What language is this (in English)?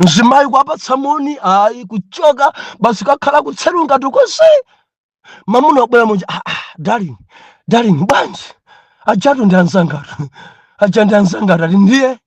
Nyanja